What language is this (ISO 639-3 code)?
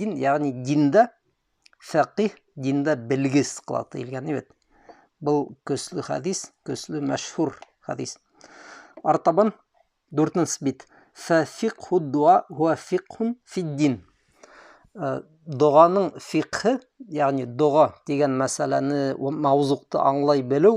bak